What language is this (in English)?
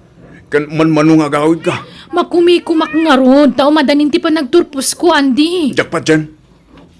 Iloko